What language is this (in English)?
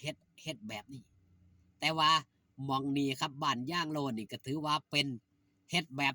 Lao